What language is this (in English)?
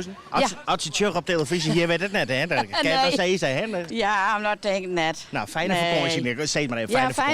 Western Frisian